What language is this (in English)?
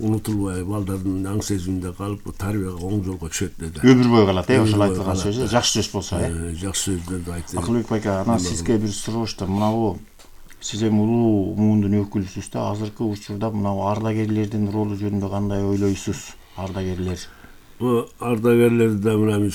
Kyrgyz